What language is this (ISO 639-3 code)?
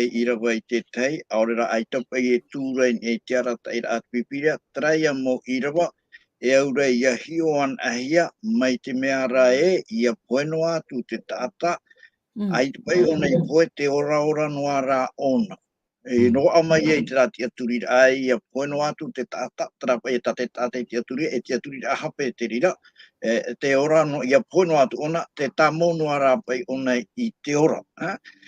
tah